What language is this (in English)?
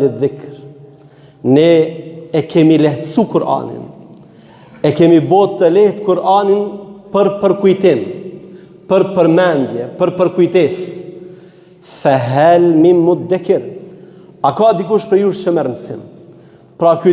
Albanian